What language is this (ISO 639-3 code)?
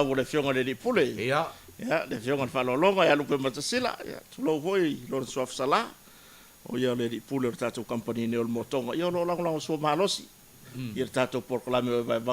smo